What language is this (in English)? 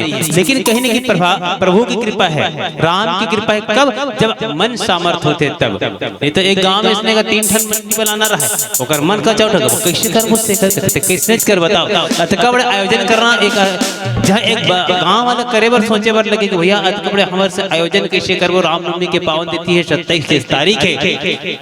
Chhattisgarhi